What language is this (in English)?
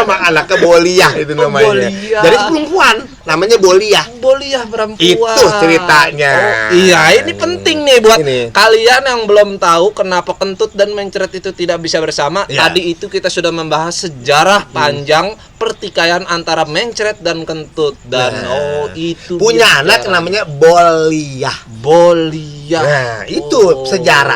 Betawi